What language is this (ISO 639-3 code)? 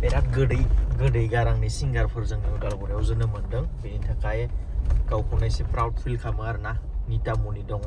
brx